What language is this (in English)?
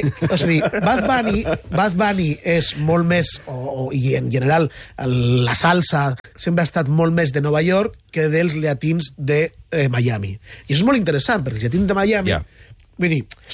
Catalan